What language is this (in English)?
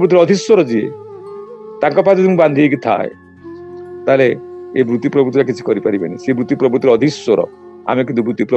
Odia